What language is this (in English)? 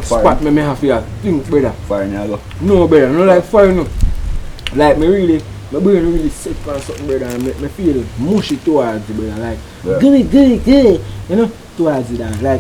Jamaican Creole English